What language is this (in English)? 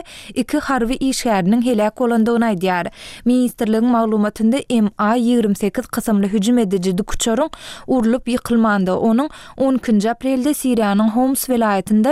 Turkmen